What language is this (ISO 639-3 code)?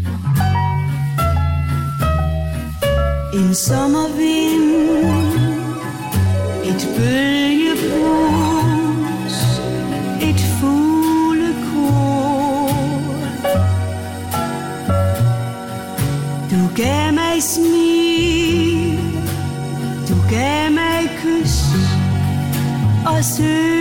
dan